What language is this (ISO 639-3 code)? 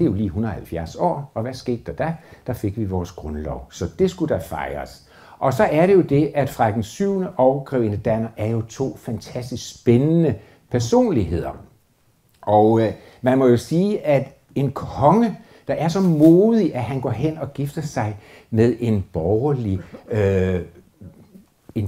dan